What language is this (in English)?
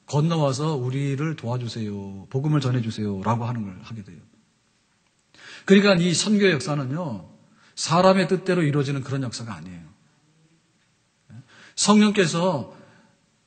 Korean